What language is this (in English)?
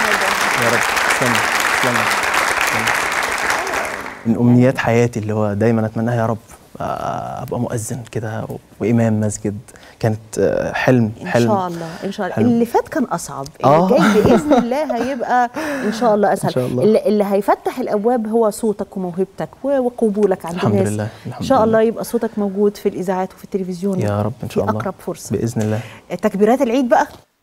Egyptian Arabic